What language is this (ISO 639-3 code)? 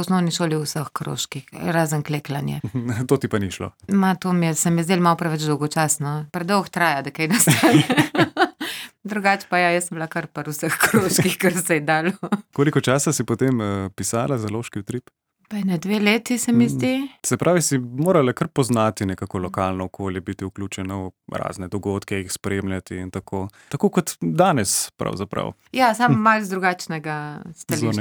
slv